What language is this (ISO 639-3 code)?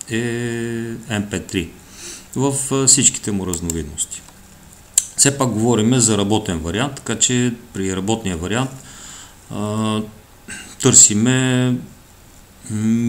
bul